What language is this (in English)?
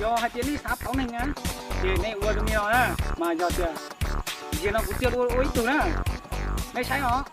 Hmong